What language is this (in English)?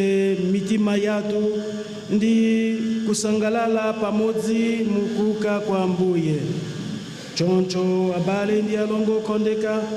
Nyanja